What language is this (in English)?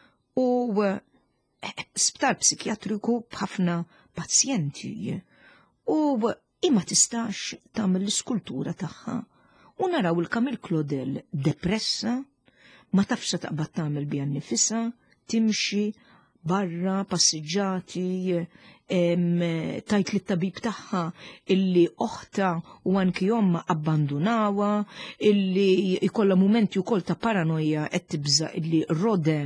Maltese